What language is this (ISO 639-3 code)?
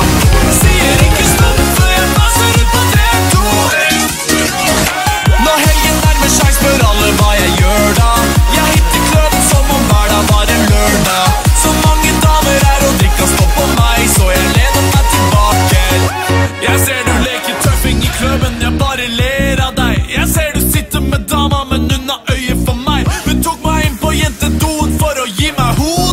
nor